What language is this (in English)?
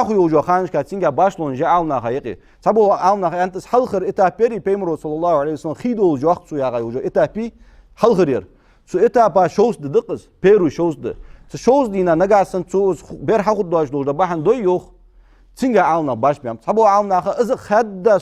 Ingush